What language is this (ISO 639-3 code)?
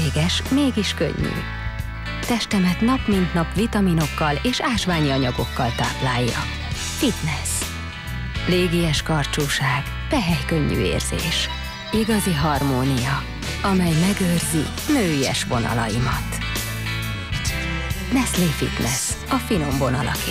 hun